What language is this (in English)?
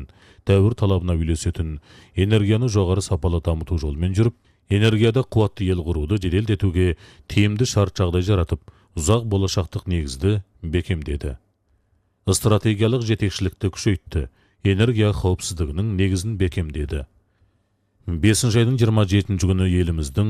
Kazakh